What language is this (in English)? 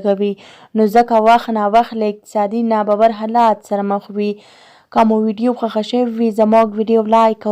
Pashto